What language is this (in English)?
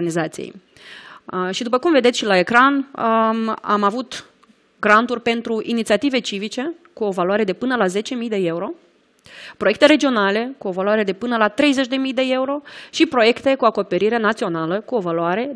Romanian